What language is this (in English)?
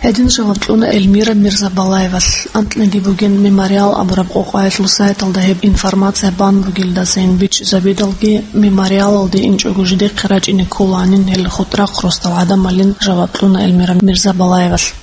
Avaric